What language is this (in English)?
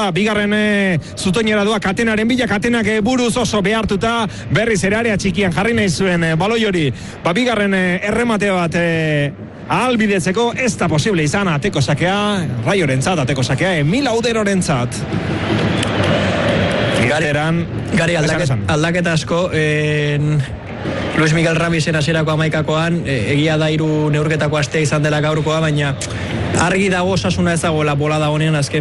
Basque